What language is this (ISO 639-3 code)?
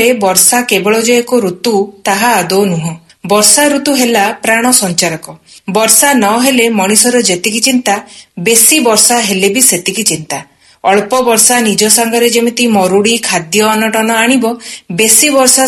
ori